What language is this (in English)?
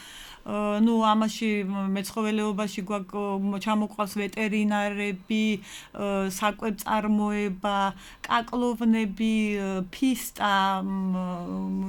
Georgian